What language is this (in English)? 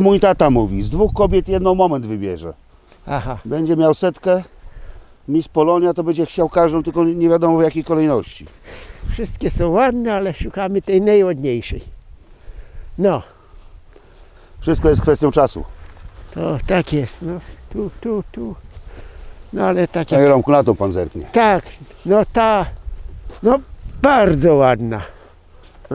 Polish